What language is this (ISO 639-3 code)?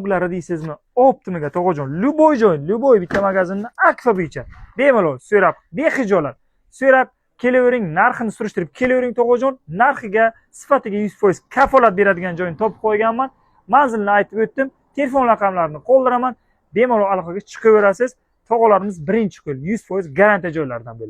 uzb